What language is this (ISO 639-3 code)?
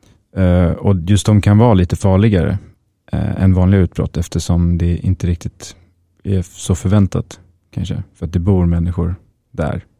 swe